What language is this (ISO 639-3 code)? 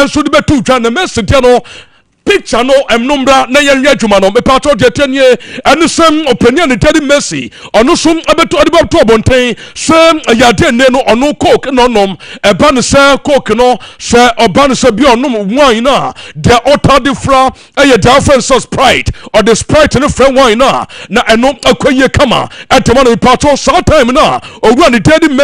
aka